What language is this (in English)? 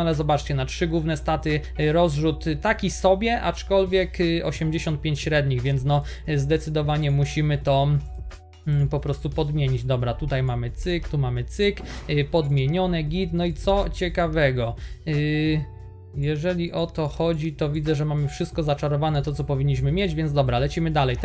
Polish